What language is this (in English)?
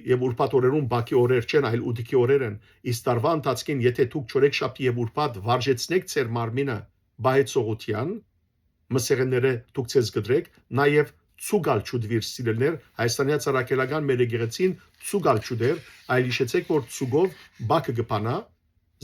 Western Armenian